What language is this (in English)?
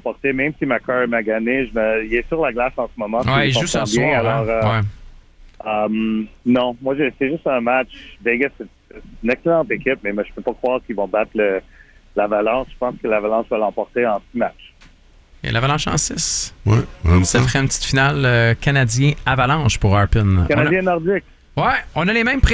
French